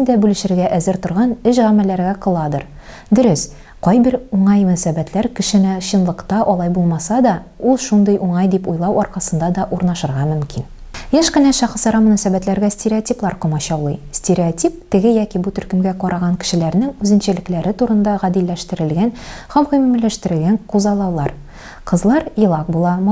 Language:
Tatar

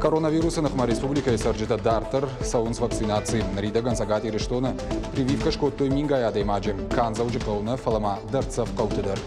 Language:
Ossetic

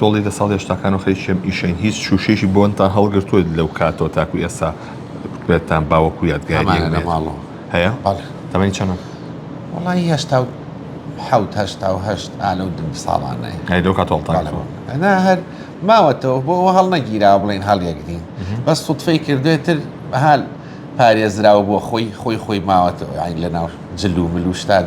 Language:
Central Kurdish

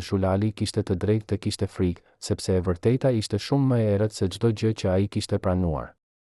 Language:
Albanian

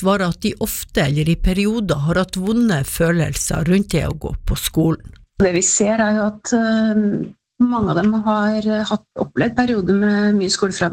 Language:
Norwegian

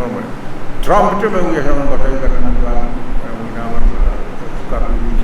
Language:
Pohnpeian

